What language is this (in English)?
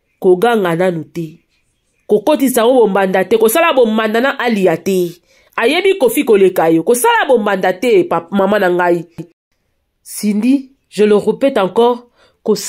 Lingala